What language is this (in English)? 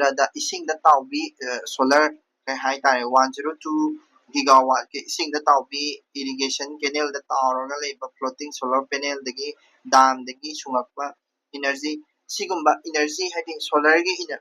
Manipuri